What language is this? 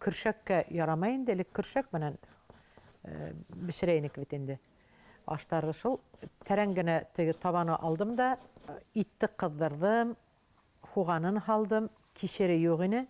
Bashkir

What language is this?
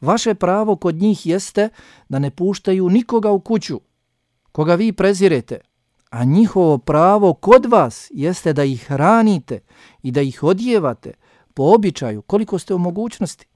Bosnian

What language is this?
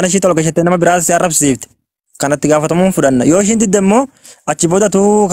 Oromo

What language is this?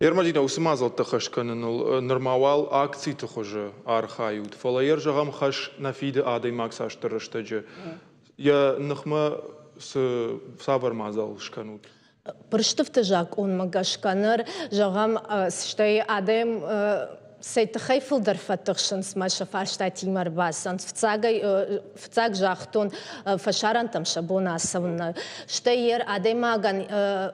Ossetic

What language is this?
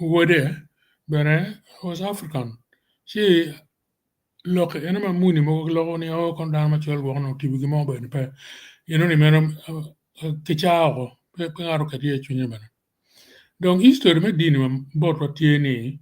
Acoli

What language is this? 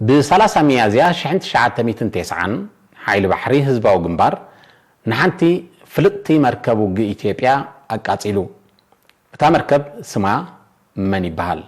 Tigrinya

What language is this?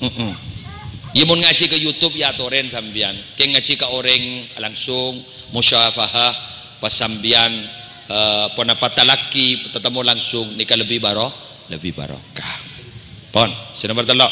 Madurese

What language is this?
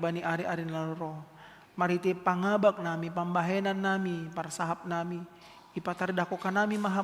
Batak Simalungun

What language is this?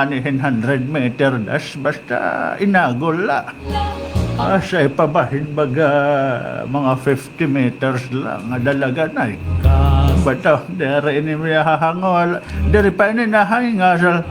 Waray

